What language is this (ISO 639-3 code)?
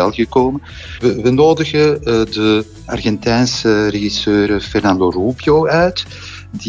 nld